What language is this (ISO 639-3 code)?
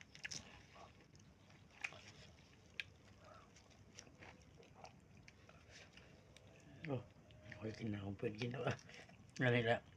lao